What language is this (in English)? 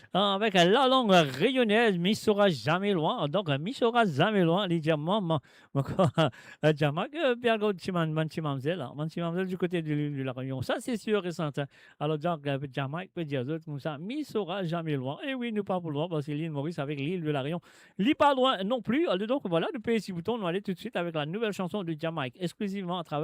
Morisyen